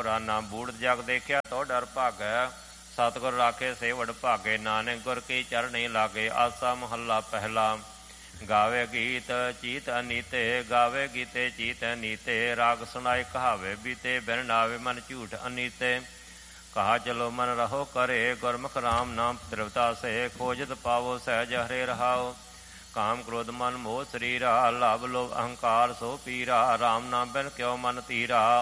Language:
Punjabi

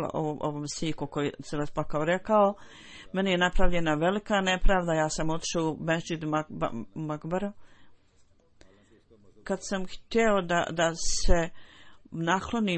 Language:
Bosnian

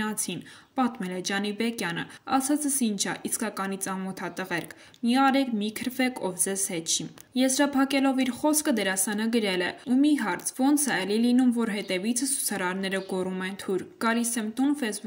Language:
Armenian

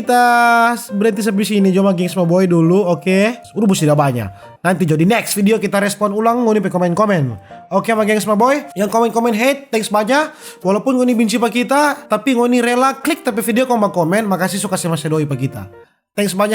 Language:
Manado Malay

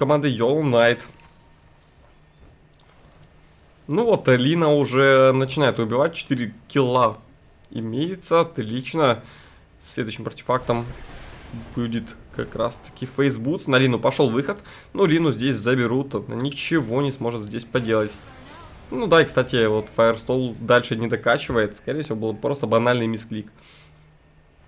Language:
Russian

